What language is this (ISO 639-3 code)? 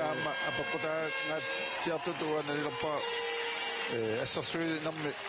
kal